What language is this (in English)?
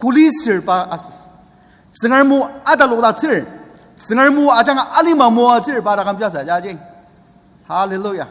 Ao Naga